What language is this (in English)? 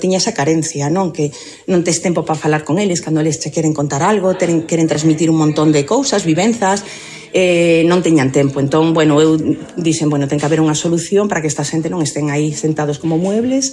Galician